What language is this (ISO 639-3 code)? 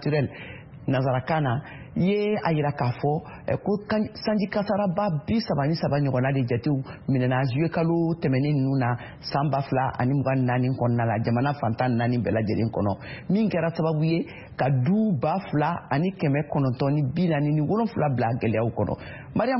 bam